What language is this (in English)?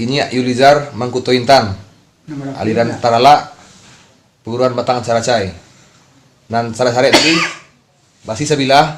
Minangkabau